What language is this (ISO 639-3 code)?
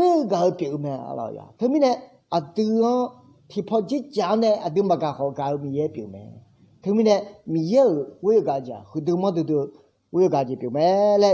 ahk